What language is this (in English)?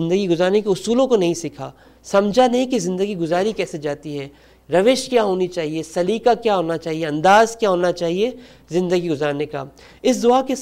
Urdu